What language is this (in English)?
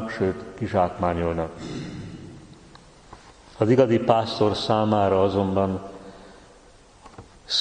Hungarian